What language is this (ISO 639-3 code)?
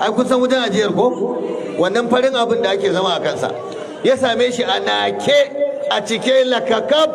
hau